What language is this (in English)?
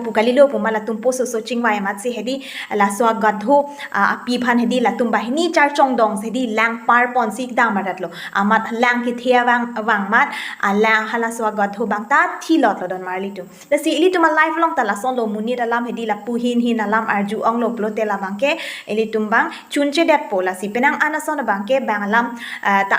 Karbi